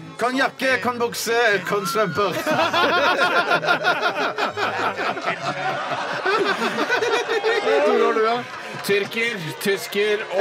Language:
Norwegian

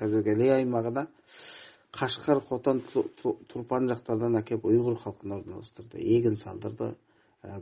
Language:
Kazakh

